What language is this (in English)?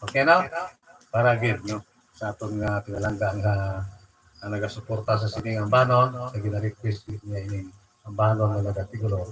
Hiligaynon